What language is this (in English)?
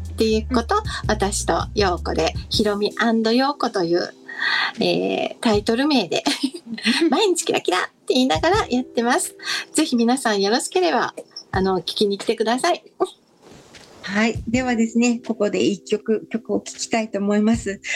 Japanese